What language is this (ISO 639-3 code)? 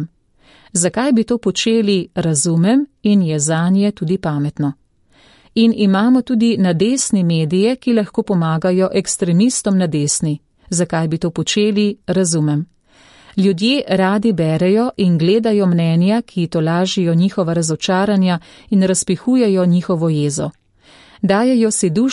slv